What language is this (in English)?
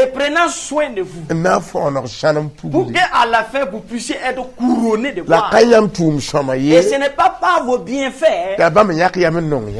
Mossi